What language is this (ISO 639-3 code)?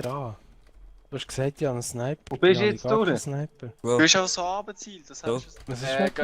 gsw